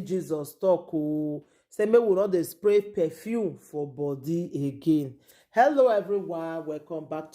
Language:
Nigerian Pidgin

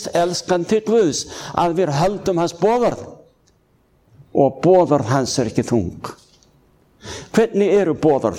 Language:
Icelandic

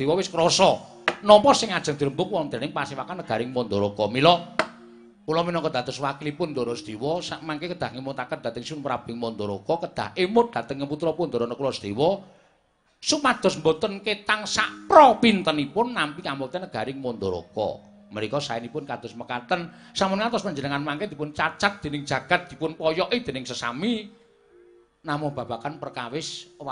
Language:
Javanese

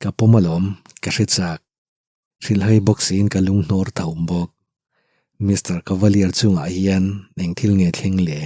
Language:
Mizo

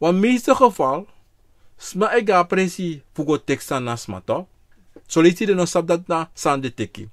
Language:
Sranan Tongo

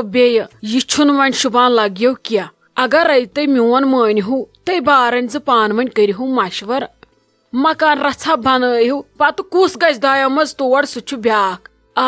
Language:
Kashmiri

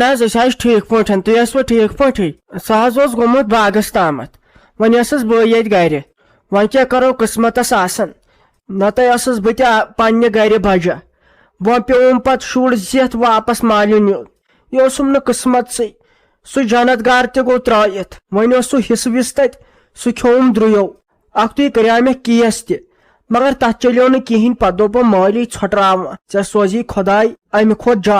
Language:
Kashmiri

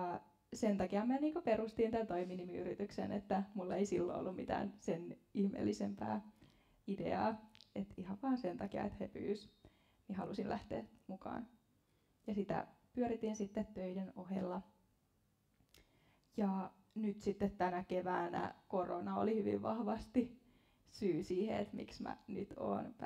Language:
Finnish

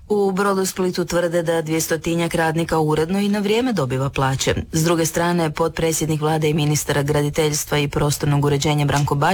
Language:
Croatian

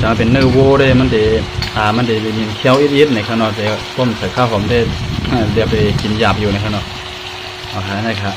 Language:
Shan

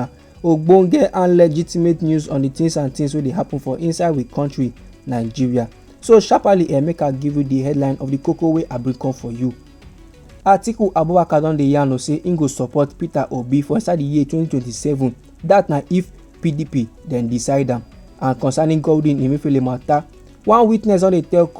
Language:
Nigerian Pidgin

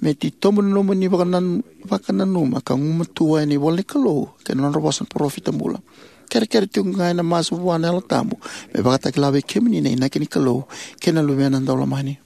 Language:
Fijian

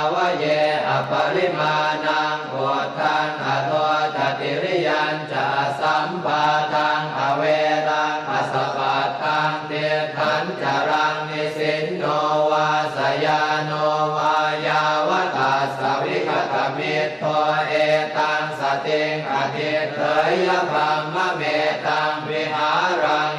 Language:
Pali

